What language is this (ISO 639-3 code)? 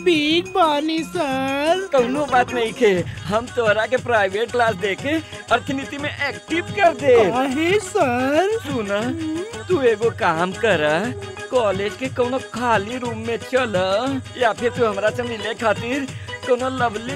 bho